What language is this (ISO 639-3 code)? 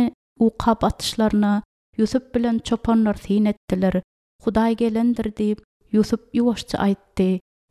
tuk